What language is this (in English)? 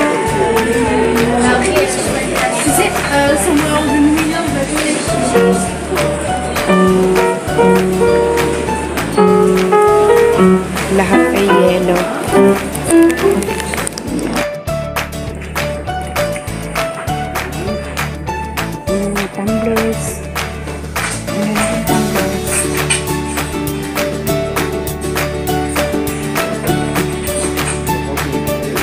Filipino